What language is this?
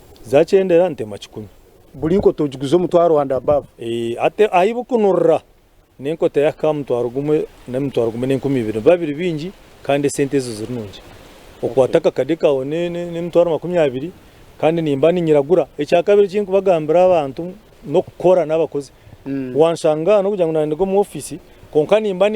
Nyankole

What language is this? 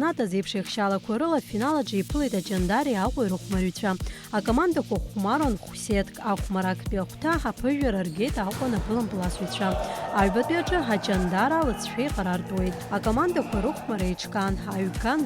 Abkhazian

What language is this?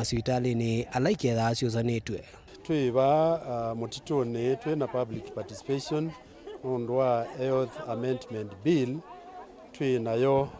Kamba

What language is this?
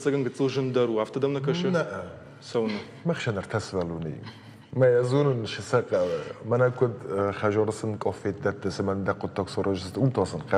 Ossetic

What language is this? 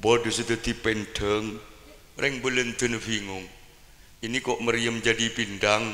Madurese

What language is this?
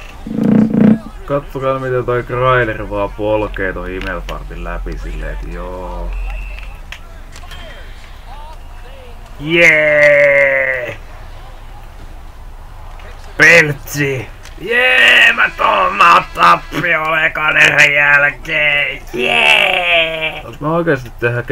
Finnish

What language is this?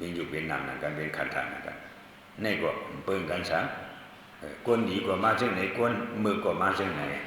Shan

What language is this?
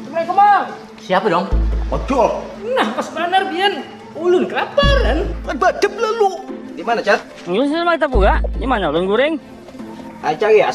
Banjar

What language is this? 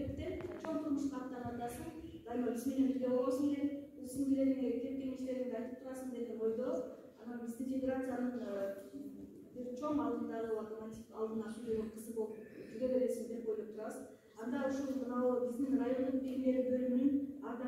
Kyrgyz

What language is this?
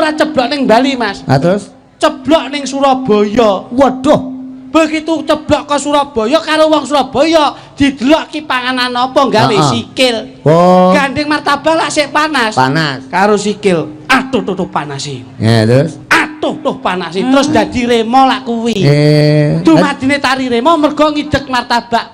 Javanese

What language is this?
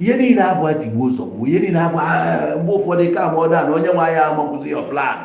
Igbo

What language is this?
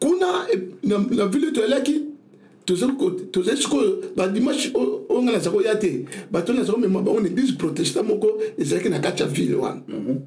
Lingala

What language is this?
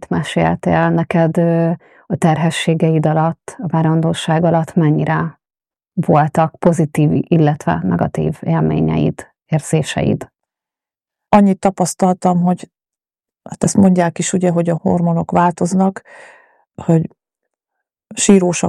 Hungarian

